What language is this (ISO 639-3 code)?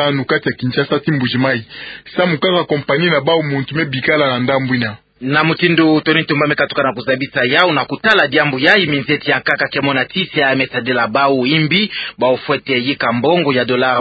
ktu